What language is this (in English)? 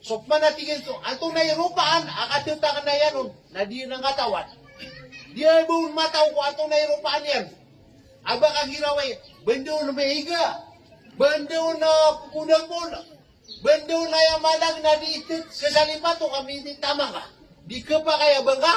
Maranao